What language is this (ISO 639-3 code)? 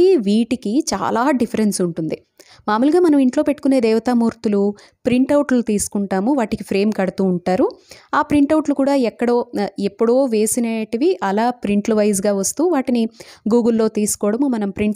tel